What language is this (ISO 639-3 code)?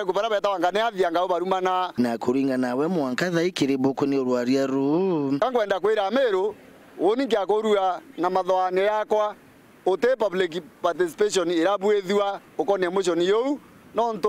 mer